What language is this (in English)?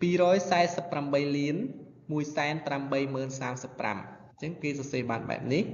Khmer